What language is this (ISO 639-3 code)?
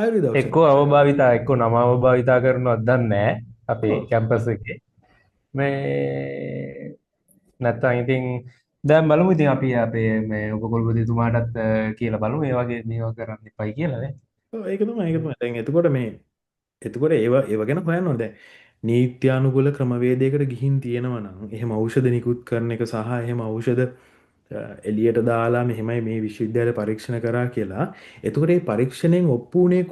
sin